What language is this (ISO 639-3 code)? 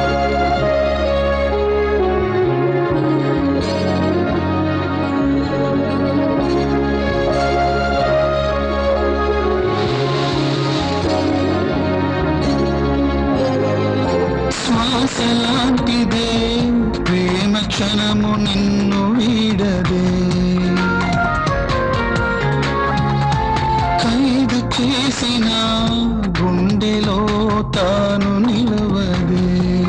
tel